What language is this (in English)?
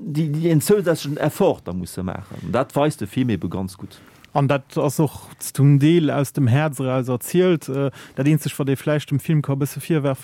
Luxembourgish